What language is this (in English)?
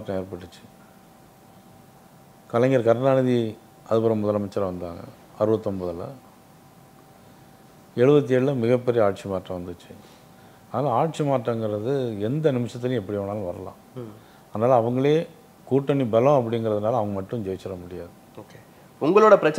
Tamil